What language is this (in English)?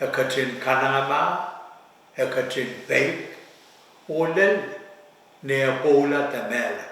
Pohnpeian